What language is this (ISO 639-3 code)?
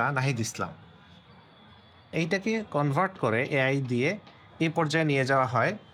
ben